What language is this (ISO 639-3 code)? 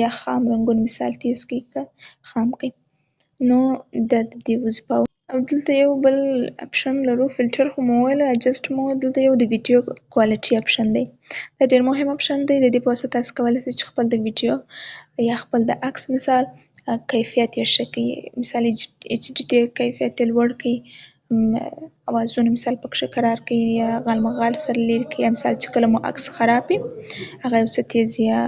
pus